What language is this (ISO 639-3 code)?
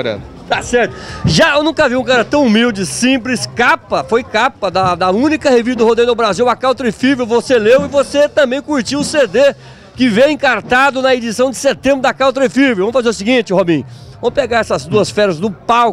por